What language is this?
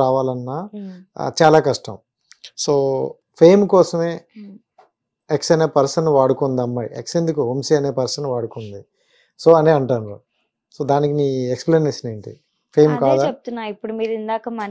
Telugu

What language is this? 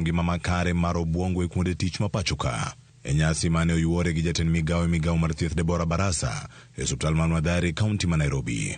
Luo (Kenya and Tanzania)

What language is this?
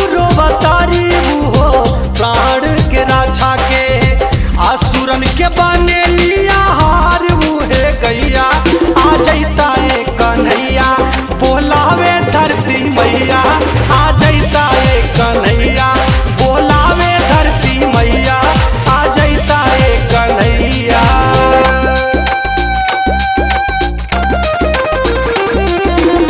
Bhojpuri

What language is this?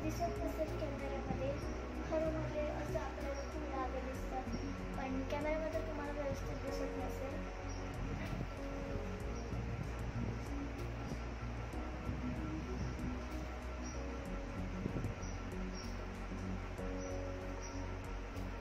Marathi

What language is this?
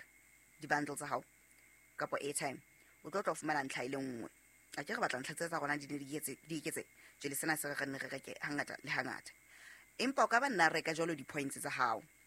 Southern Sotho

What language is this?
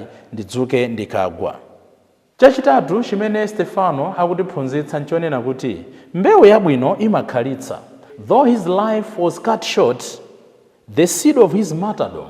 Nyanja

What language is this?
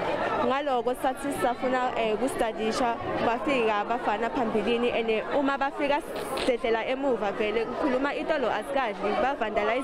Zulu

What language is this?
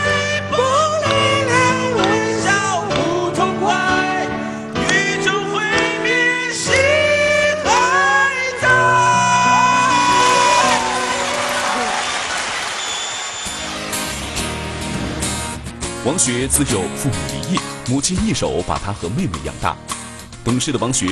Chinese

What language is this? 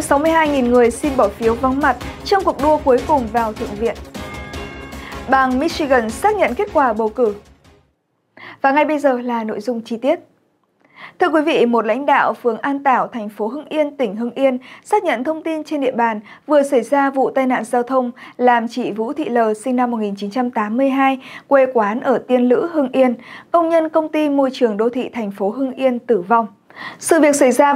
Vietnamese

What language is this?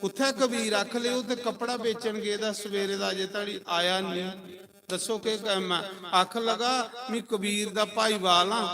Dogri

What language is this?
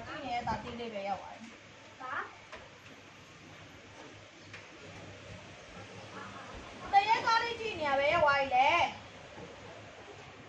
Burmese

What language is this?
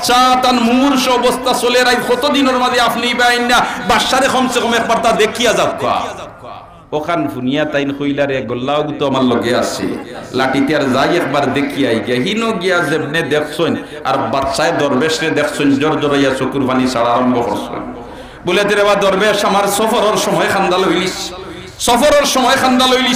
Sylheti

